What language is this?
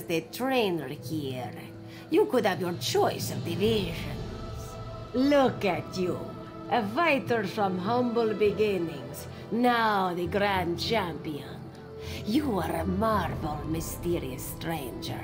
English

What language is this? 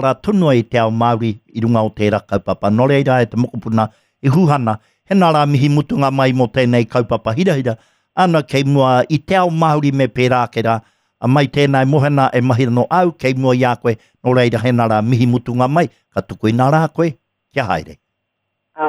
Māori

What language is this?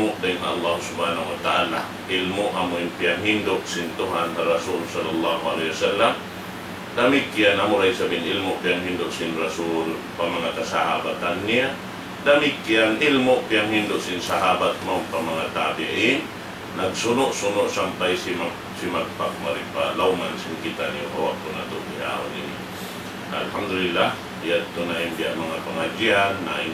Tausug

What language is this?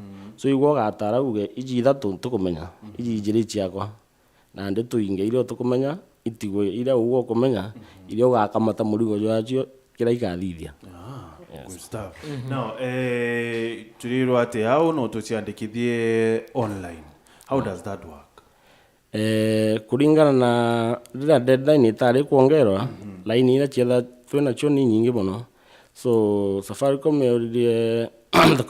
Meru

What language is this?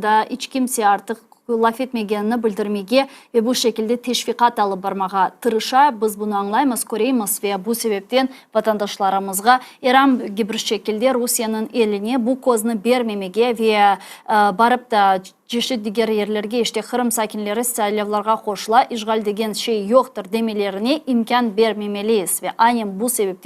Crimean Tatar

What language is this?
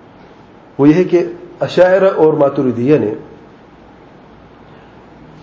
Urdu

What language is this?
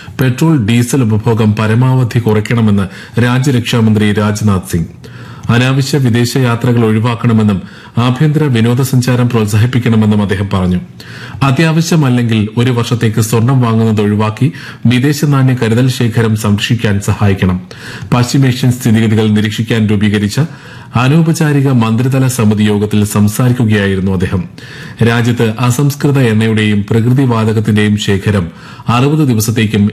Malayalam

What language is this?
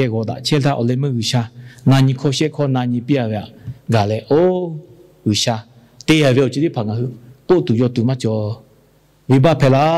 Lahu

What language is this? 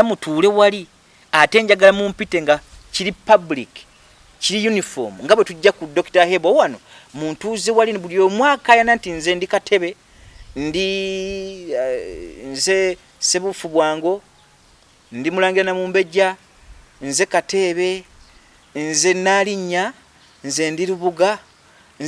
Ganda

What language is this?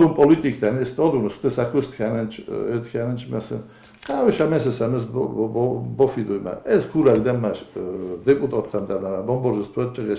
Ossetic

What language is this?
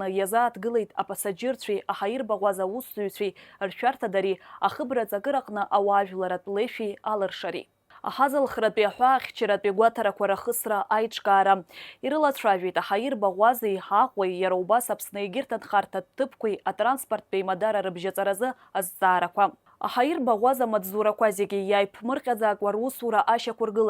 Abkhazian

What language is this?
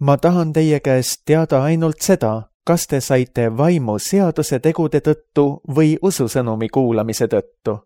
Estonian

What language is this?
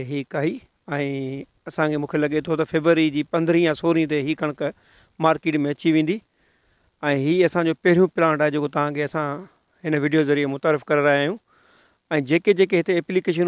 Sindhi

